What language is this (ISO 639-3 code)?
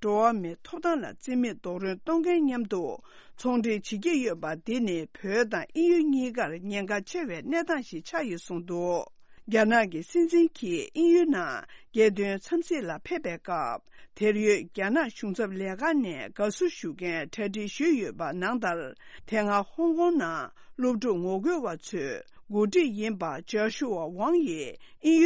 bod